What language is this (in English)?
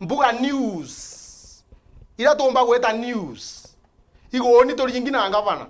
Meru